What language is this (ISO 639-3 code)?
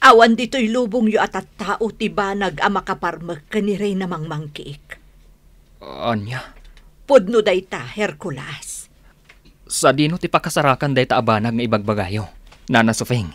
ilo